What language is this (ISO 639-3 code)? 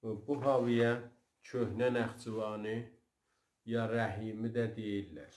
azb